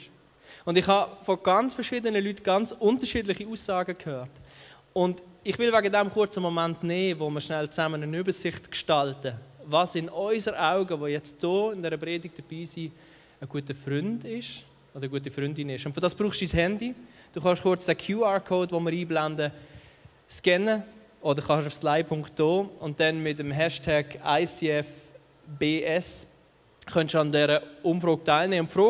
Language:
Swiss German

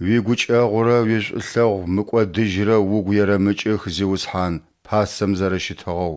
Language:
Adyghe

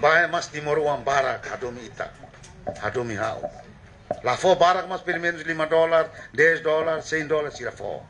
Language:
Tetum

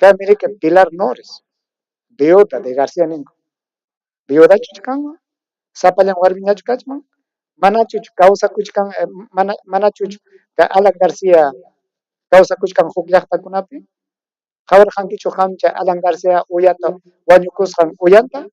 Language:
Ayacucho Quechua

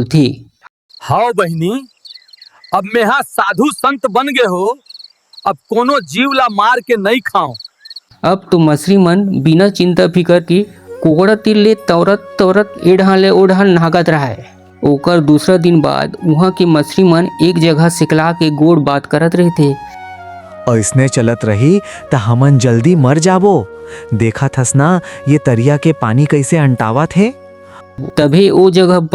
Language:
Chhattisgarhi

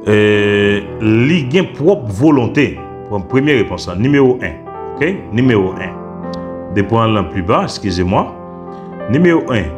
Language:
Haitian Creole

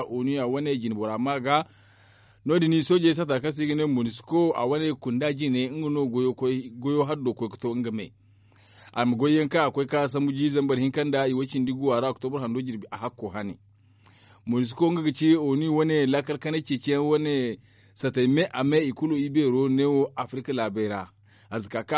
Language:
Zarma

